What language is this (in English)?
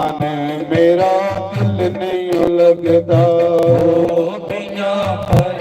Dogri